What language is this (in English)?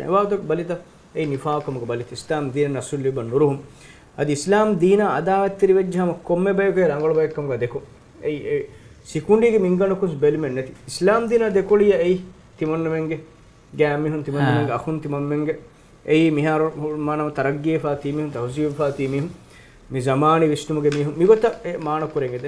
Divehi